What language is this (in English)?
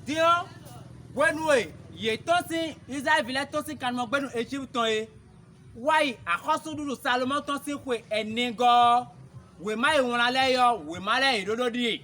Fon